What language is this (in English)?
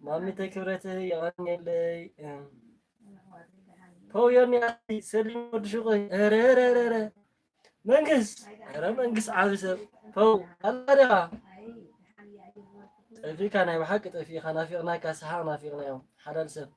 Tigrinya